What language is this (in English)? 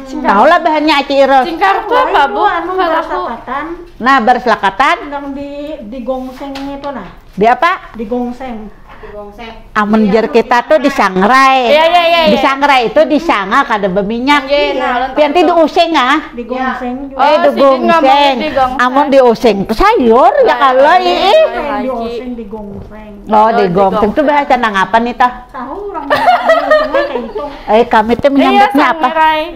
Banjar